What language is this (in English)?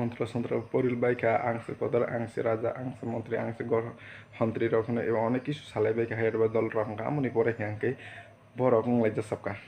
Kok Borok